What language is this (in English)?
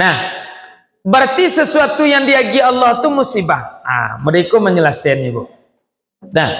Minangkabau